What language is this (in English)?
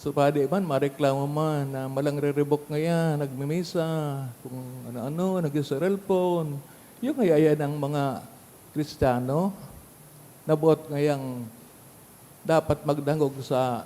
Bikol